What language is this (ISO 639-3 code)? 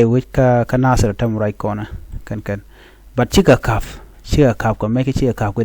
nus